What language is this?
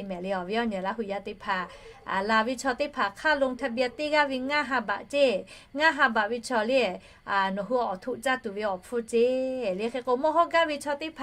Lahu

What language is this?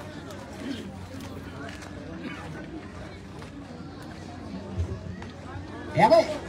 Marshallese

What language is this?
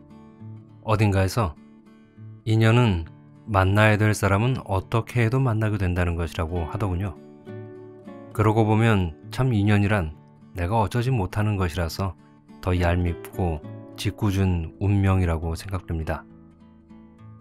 Korean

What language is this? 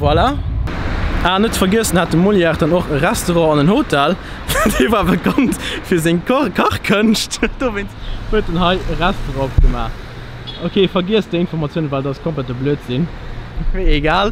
Luxembourgish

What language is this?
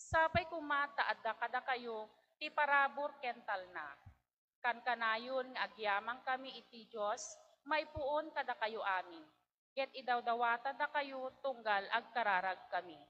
Iloko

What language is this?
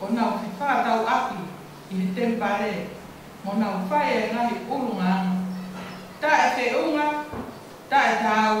Tongan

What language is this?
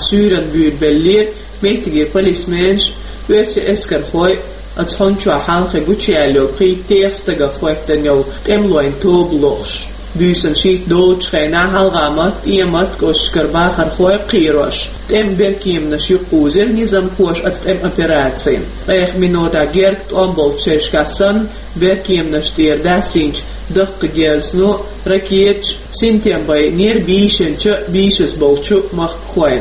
Chechen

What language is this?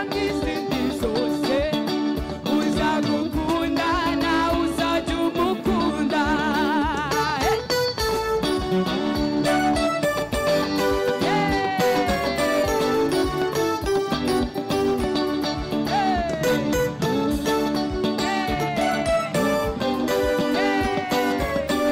Kinyarwanda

